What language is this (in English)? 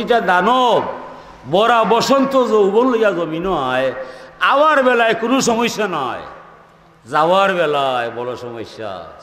Sylheti